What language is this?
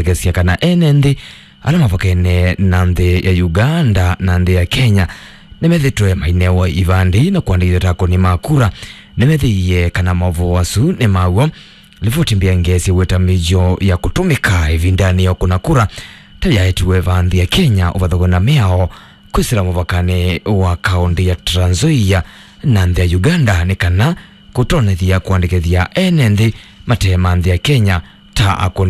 Kamba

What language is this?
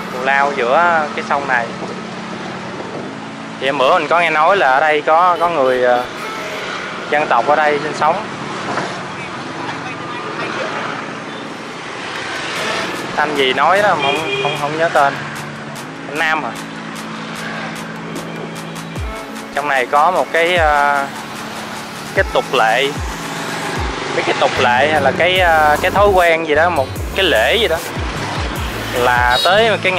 Vietnamese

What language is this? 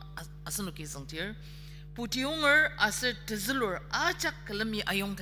Ao Naga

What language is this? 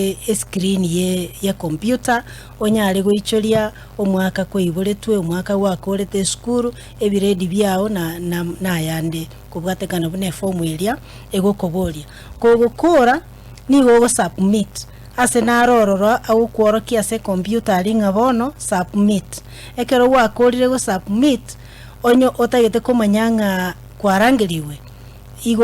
Gusii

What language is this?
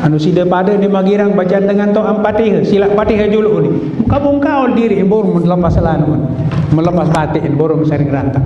Sasak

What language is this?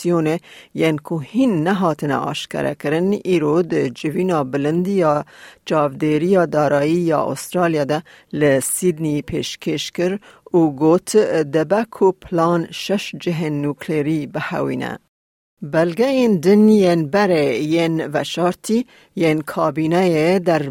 Kurdish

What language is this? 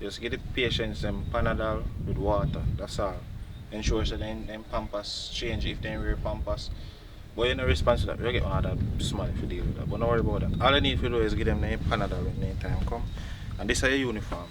Jamaican Creole English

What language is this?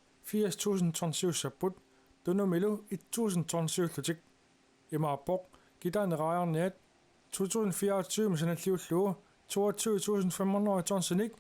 Kalaallisut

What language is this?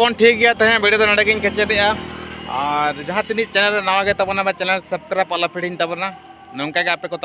Santali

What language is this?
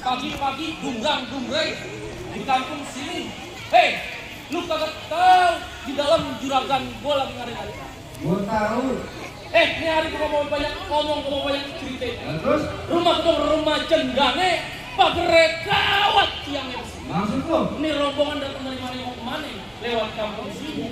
Betawi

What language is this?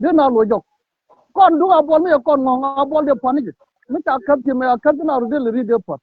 Nuer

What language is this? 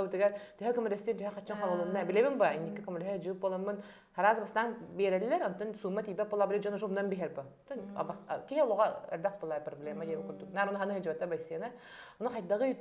Yakut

